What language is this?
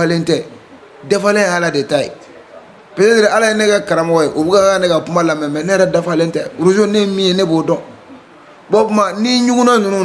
Bambara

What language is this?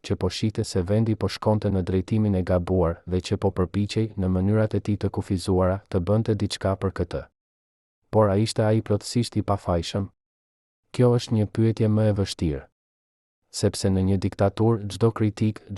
Albanian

